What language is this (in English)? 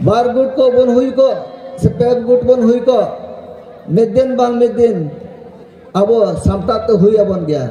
Santali